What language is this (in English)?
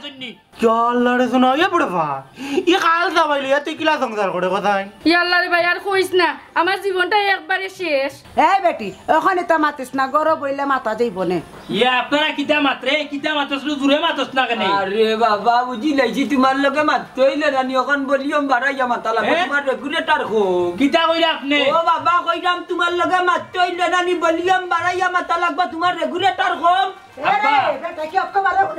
Sylheti